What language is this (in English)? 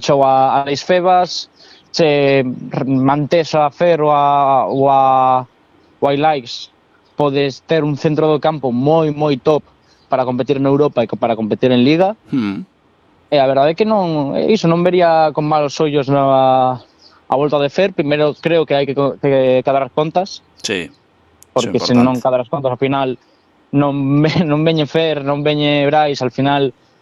Galician